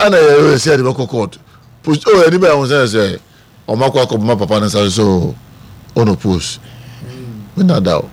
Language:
Akan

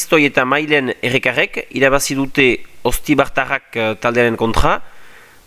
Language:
Basque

